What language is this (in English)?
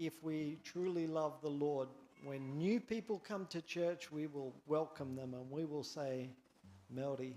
Gilbertese